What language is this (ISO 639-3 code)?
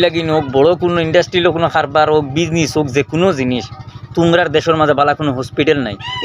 syl